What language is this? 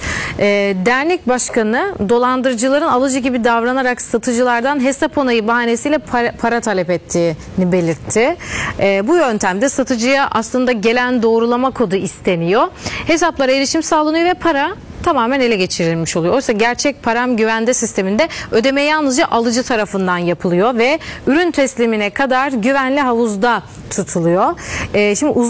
Turkish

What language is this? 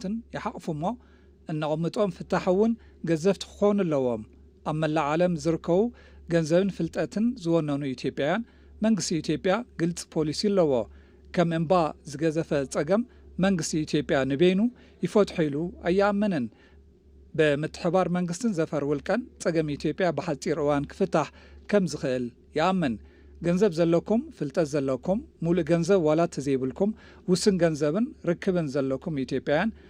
Tigrinya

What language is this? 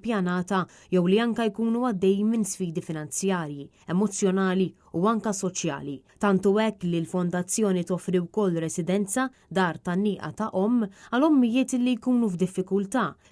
Maltese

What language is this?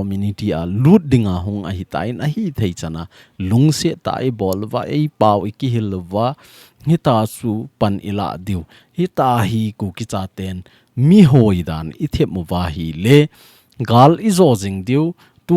Thado Chin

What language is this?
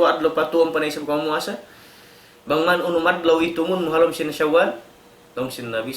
Tausug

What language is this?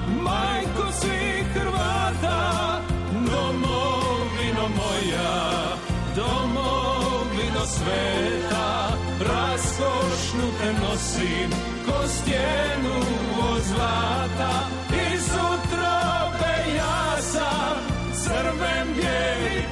Croatian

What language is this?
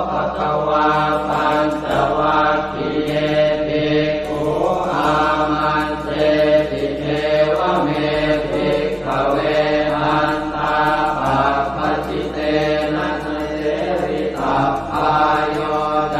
Pali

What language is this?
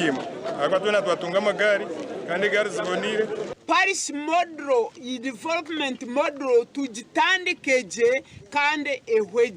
Nyankole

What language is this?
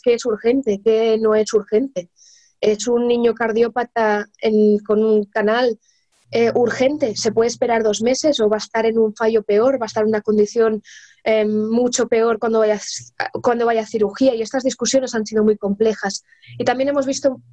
Spanish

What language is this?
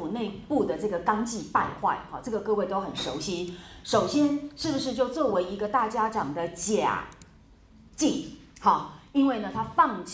Chinese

